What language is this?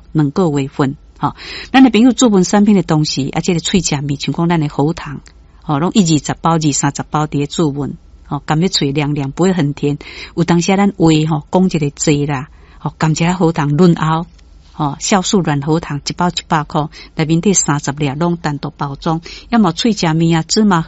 Min Nan Chinese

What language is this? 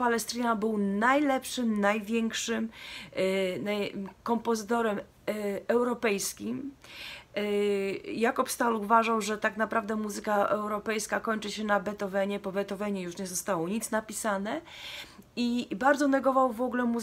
Polish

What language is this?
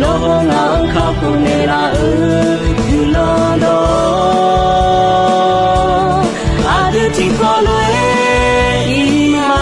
Akha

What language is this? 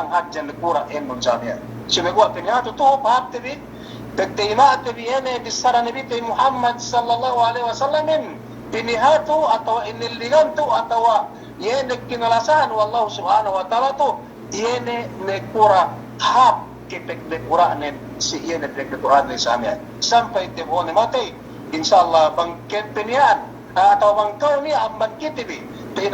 Yakan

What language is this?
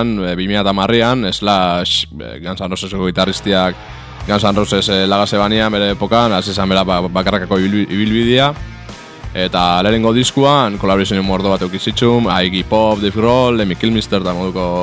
Basque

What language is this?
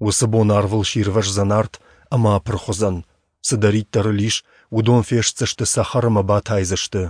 Ossetic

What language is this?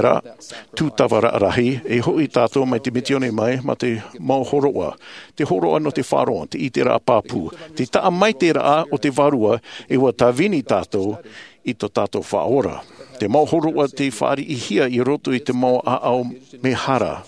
Tahitian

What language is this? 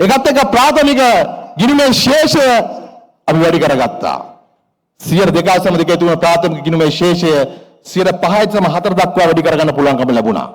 Sinhala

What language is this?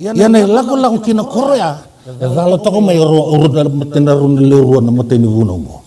Fijian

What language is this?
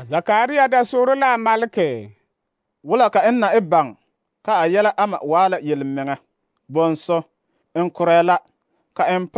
Southern Dagaare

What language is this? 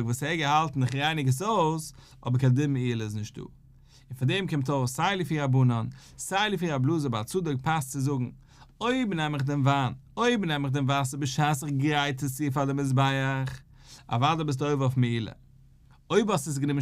Yiddish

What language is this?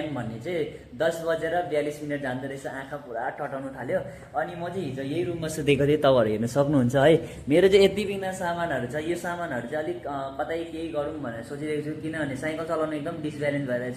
Nepali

